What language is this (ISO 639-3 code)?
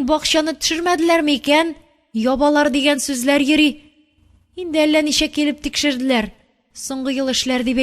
tat